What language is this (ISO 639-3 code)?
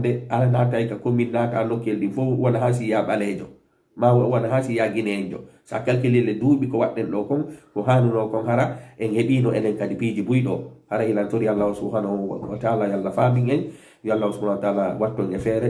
ful